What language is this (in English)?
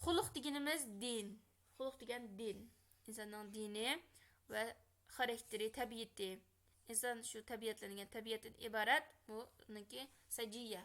Uyghur